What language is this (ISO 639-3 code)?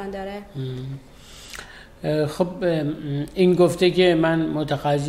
fas